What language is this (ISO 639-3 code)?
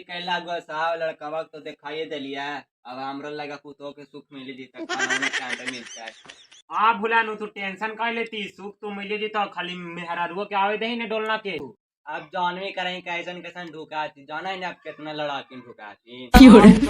mag